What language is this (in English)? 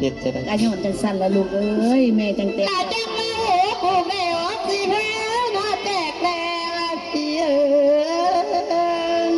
Northeastern Thai